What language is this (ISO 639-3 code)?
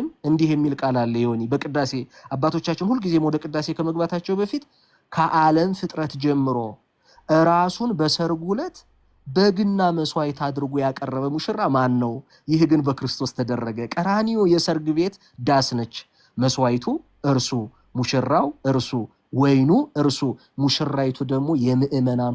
amh